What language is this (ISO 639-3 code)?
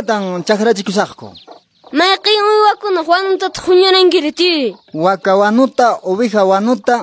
que